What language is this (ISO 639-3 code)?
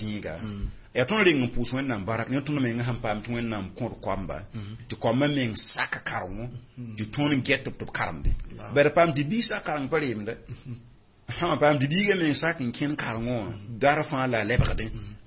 mos